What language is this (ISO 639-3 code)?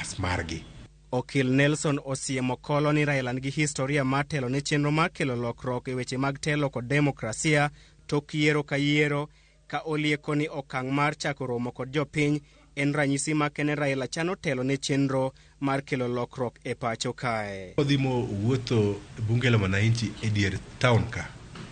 luo